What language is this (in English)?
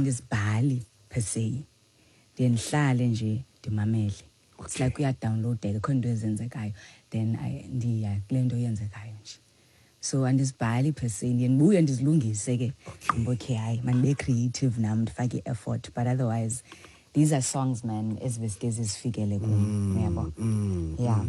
Xhosa